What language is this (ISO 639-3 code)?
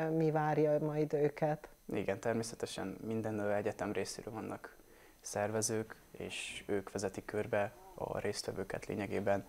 hun